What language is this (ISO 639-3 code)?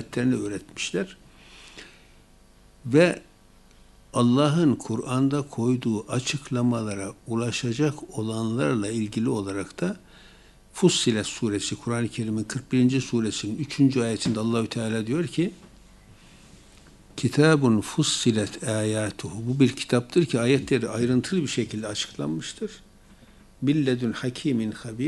tur